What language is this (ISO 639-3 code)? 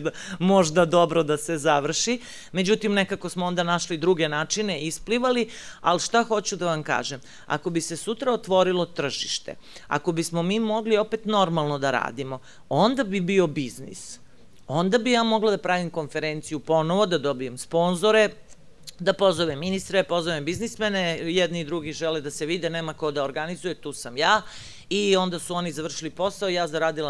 srp